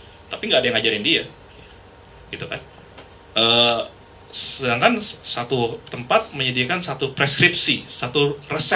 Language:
Indonesian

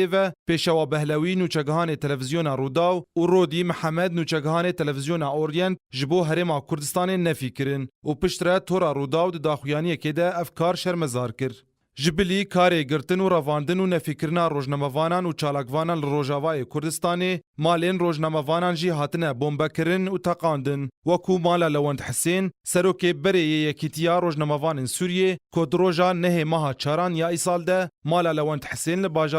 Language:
Kurdish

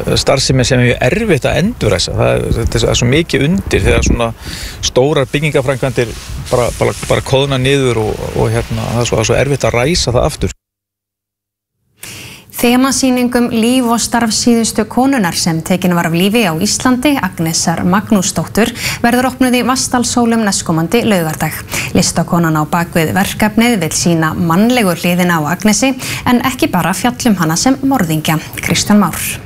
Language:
Icelandic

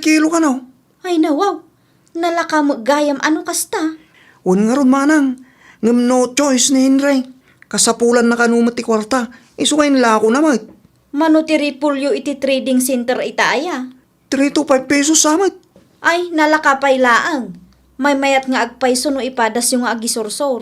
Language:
Iloko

